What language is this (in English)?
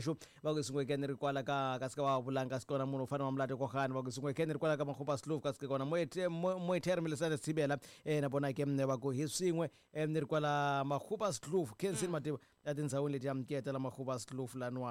Tsonga